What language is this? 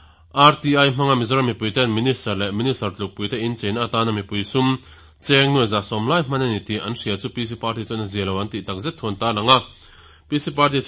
Mizo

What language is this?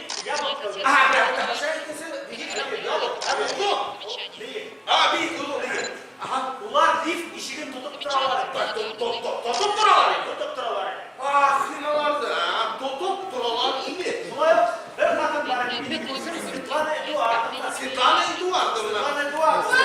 Bashkir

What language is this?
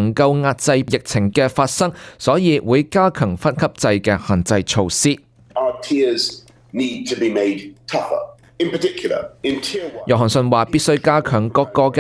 Cantonese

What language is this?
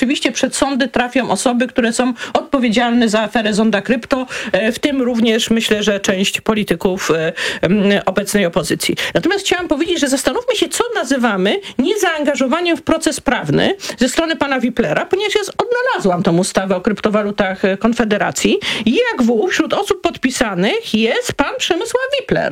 Polish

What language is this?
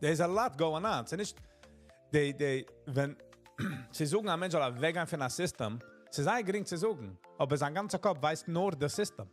Yiddish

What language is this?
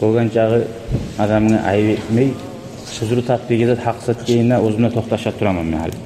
Kumyk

